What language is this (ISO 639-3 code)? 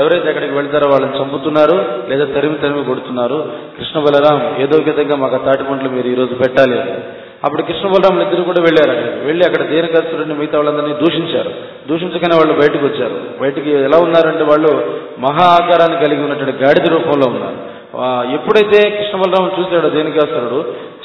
tel